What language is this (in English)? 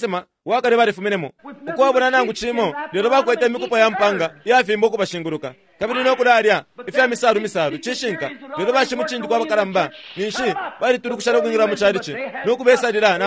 Bemba